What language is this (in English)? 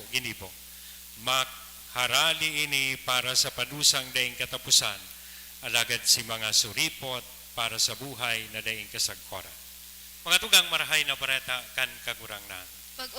Bikol